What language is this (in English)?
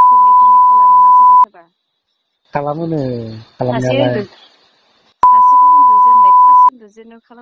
Bodo